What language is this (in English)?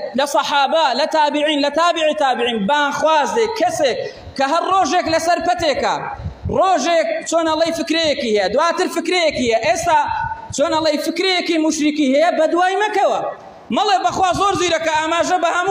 Central Kurdish